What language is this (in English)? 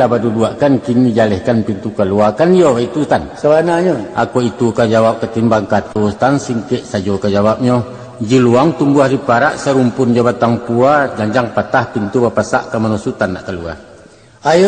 Minangkabau